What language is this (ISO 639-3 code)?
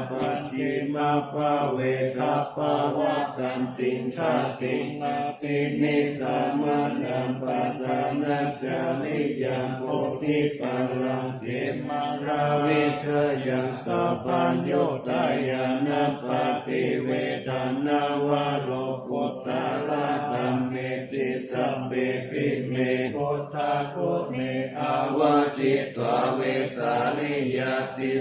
pli